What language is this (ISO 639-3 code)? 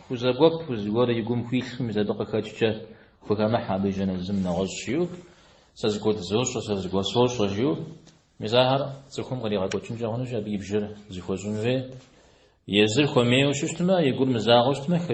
kbd